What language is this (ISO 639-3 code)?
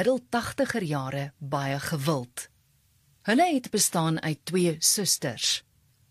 afr